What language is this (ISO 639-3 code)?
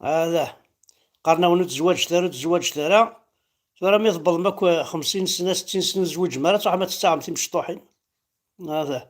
kab